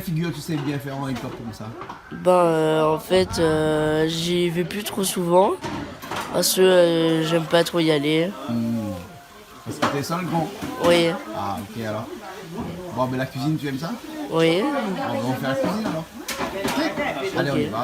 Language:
Réunion Creole French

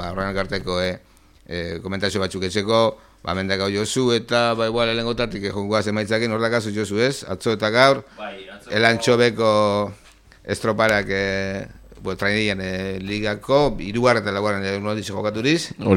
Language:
Basque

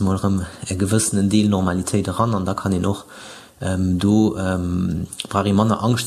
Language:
Luxembourgish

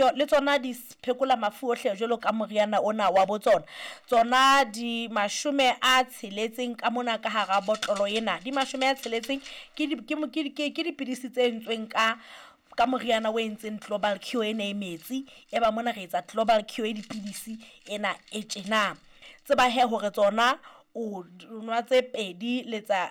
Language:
Southern Sotho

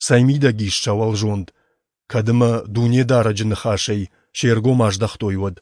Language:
Ossetic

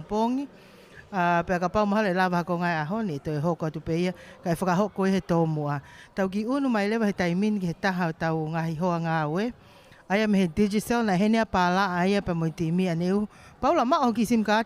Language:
Tongan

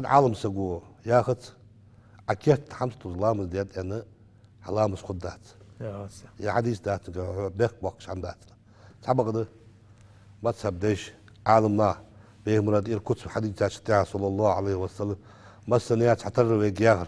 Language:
Ingush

